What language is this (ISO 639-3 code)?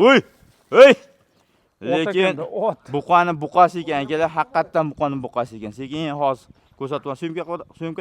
uzb